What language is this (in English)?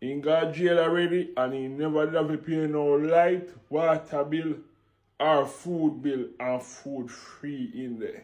Jamaican Creole English